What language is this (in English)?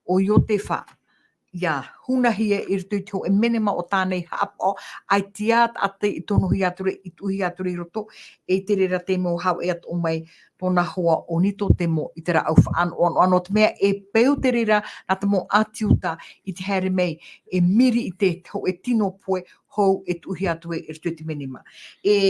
Tahitian